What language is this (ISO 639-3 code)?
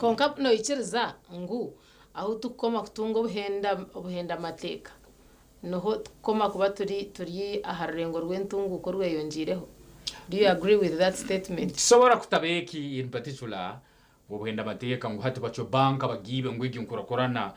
nyn